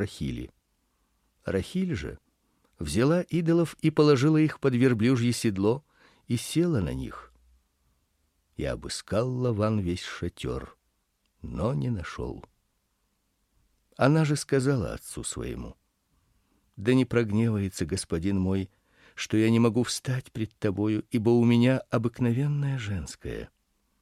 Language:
Russian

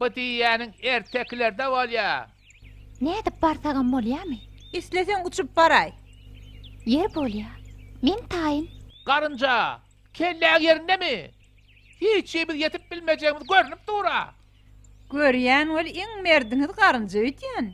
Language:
Turkmen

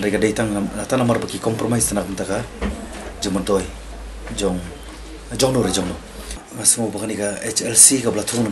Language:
Khasi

